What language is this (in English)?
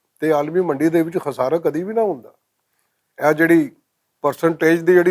Western Panjabi